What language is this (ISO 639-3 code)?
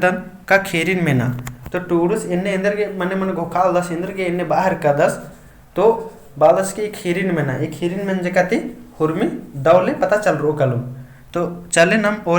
kru